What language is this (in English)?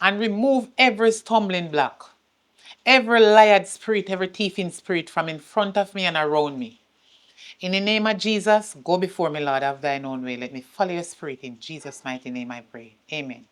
Jamaican Creole English